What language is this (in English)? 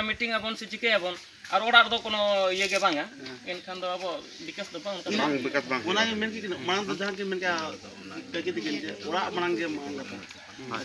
Santali